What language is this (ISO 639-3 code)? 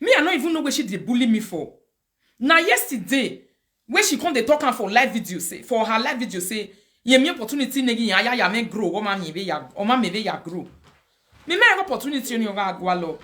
pcm